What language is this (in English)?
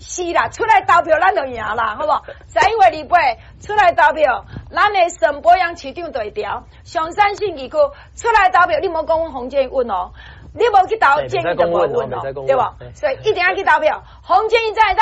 Min Nan Chinese